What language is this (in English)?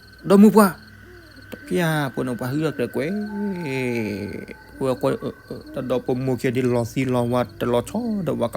S'gaw Karen